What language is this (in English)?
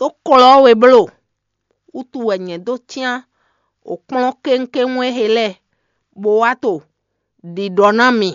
Fon